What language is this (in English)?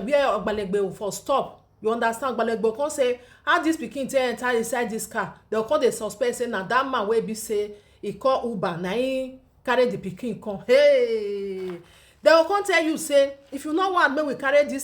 Nigerian Pidgin